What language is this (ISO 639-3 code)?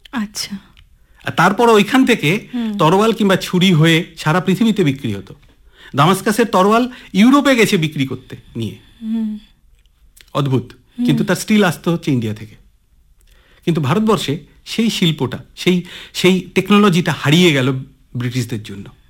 ben